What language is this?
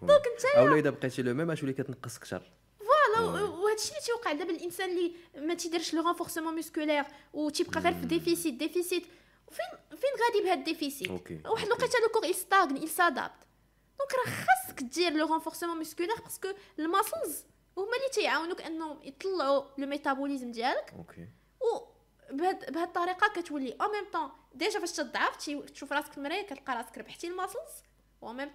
Moroccan Arabic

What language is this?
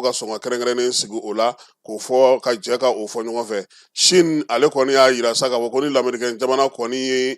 Bambara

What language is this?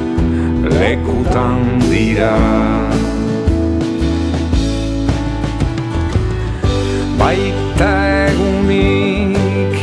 Basque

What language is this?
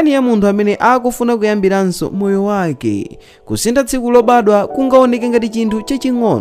Nyanja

